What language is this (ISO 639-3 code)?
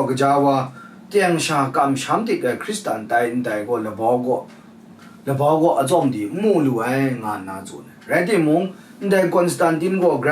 kac